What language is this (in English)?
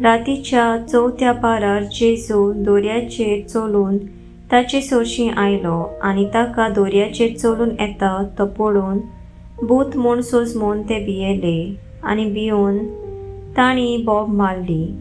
Konkani